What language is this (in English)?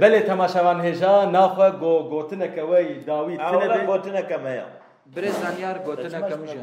Kurdish